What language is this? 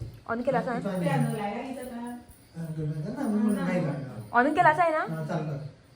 Konkani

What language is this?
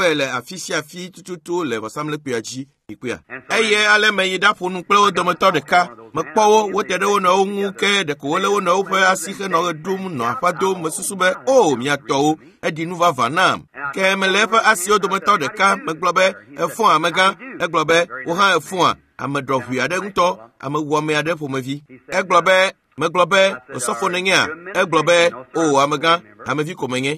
Ewe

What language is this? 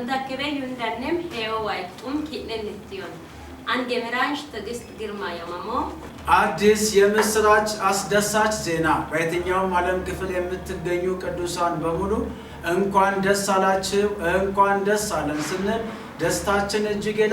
Amharic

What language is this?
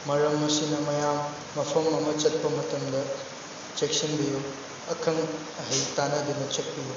Manipuri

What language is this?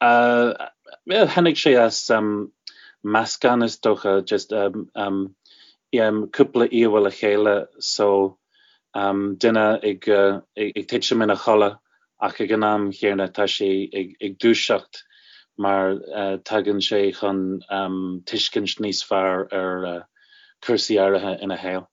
Irish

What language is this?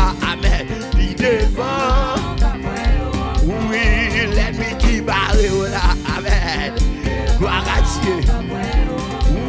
French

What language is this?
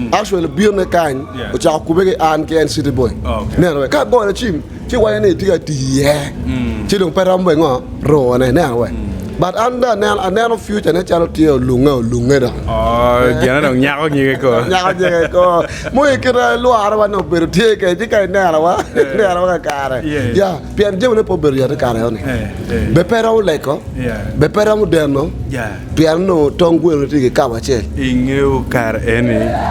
Acoli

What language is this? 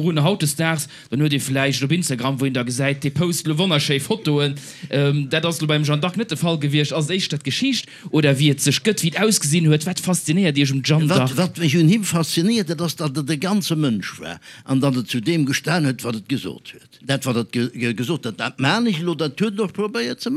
Luxembourgish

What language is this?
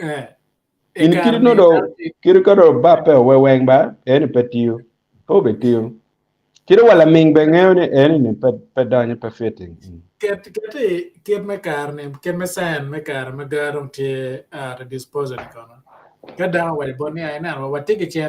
Acoli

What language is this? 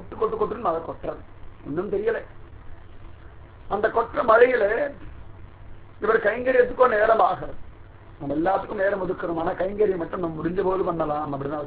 Tamil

